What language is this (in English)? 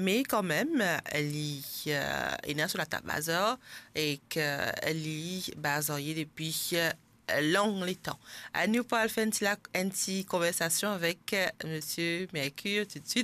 Morisyen